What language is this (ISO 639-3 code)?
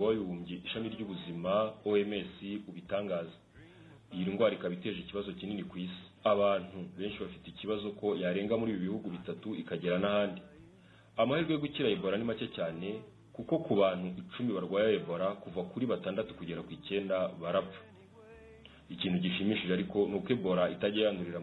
kin